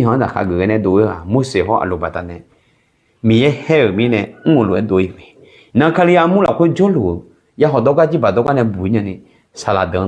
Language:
Akha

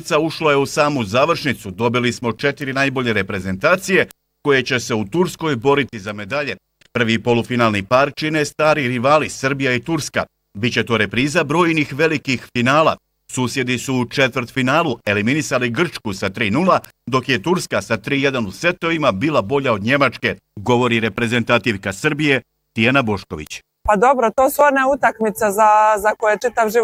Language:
Bosnian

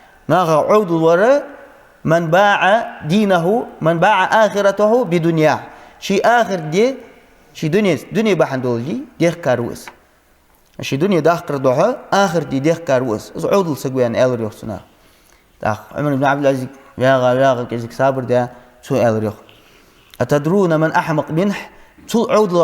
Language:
Ingush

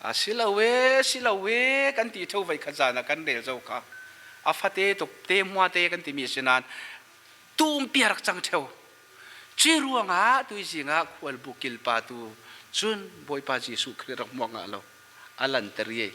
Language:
Falam Chin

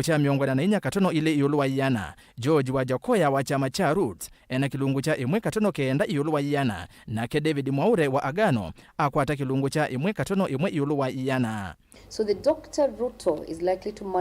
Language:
Kamba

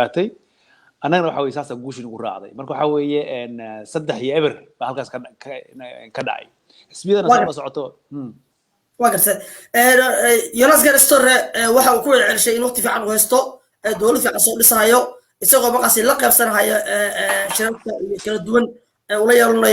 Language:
Somali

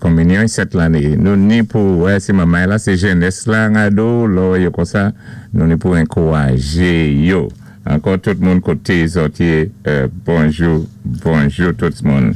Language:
Saint Lucian Creole French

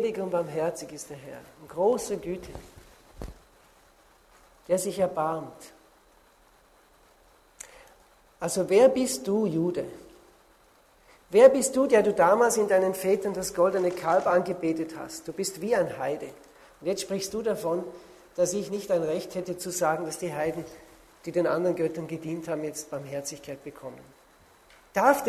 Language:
German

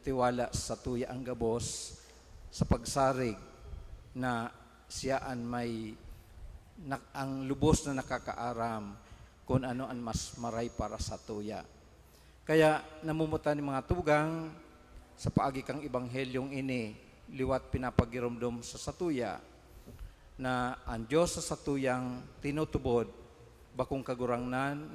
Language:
Bikol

